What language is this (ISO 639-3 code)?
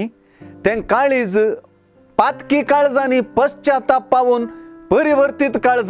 kok